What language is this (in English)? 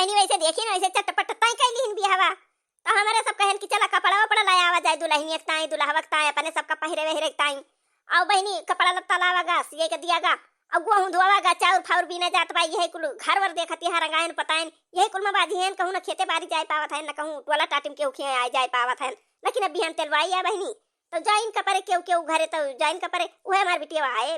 Awadhi